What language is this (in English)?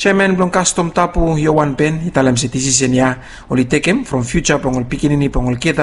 Bislama